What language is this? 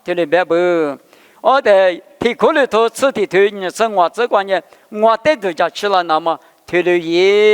Lisu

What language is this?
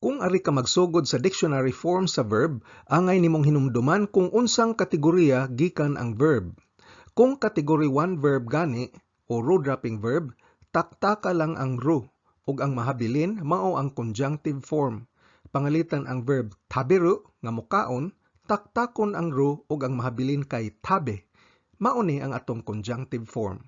Cebuano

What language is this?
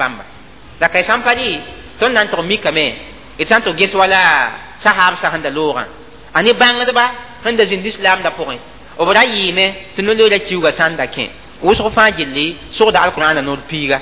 Mossi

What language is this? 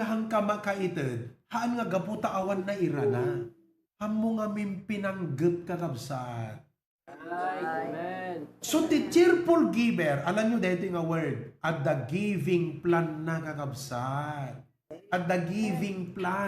Iloko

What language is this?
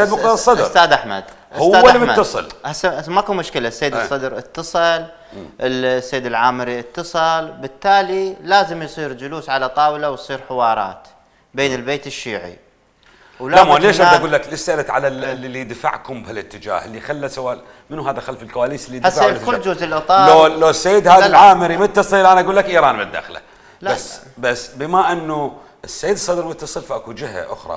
Mesopotamian Arabic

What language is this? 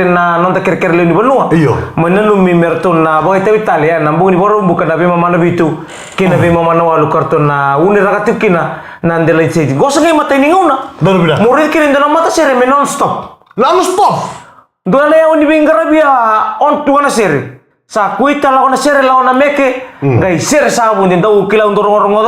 Fijian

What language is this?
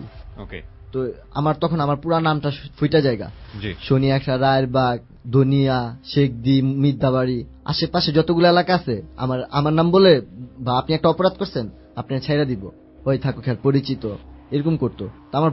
Bangla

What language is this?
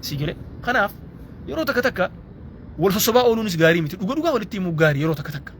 Oromo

